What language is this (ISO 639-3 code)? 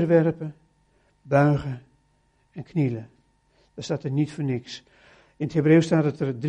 nld